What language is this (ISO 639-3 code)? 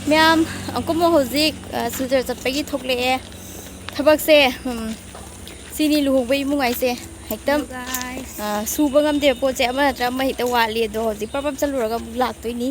mni